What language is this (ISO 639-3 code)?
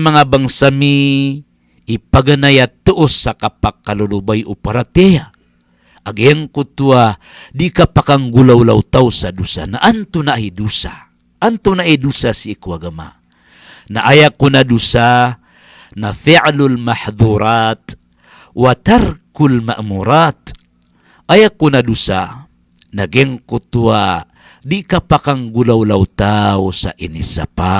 mrw